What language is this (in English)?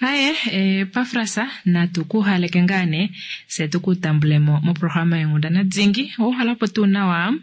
Kuanyama